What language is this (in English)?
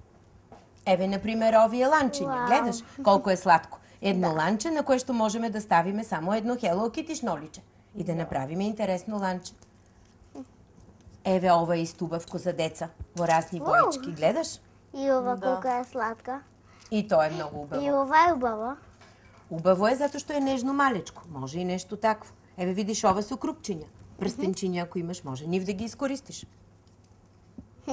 Macedonian